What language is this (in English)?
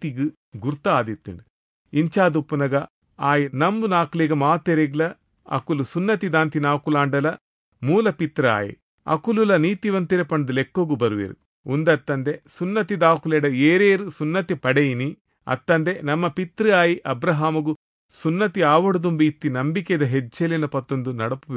Tulu